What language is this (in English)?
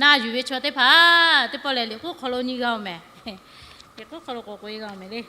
Lahu